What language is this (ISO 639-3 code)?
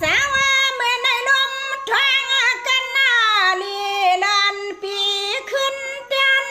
shn